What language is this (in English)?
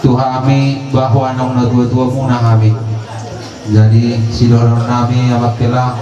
Batak Toba